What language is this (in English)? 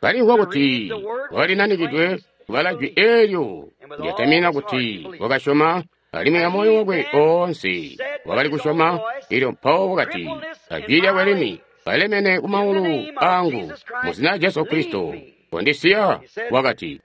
Tonga (Zambia)